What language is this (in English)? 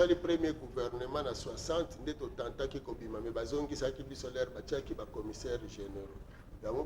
Lingala